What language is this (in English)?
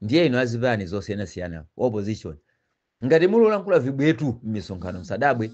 Nyanja